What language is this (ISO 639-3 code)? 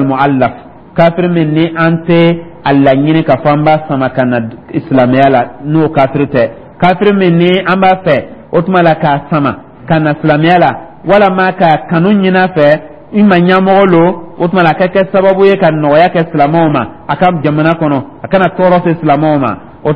dyu